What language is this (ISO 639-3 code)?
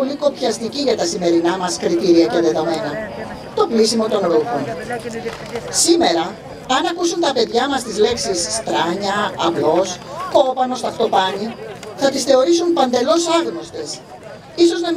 ell